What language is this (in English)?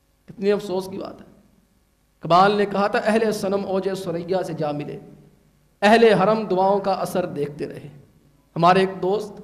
Urdu